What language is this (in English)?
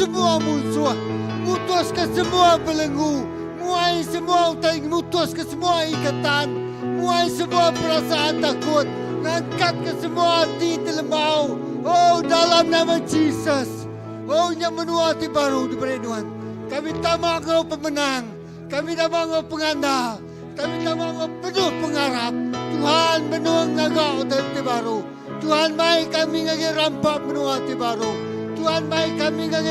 Iban